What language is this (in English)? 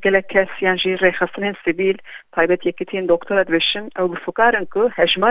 Kurdish